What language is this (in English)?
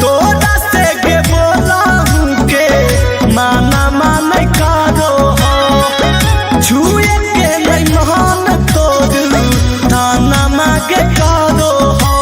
Magahi